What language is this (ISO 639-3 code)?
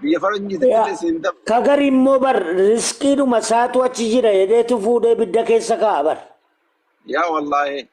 orm